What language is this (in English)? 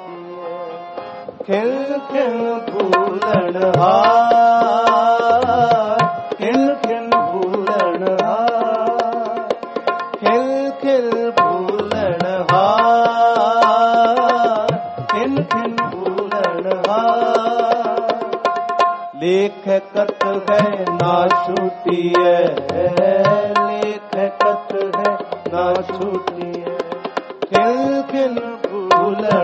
Punjabi